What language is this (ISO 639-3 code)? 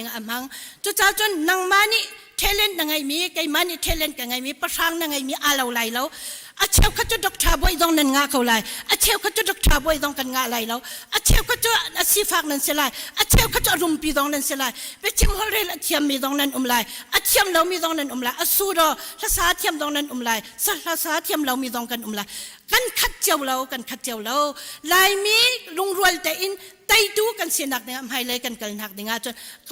cnh